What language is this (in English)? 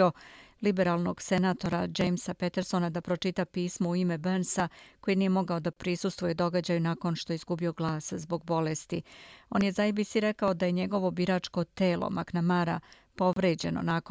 Bosnian